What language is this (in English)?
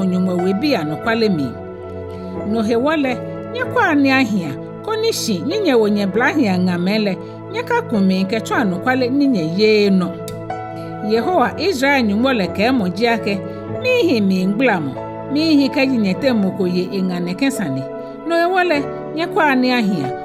Ga